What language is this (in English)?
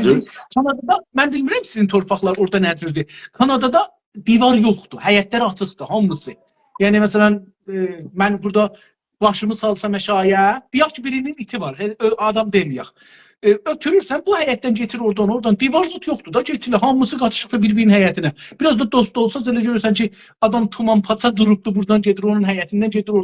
South Azerbaijani